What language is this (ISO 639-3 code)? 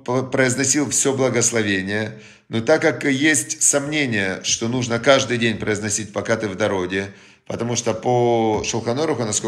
rus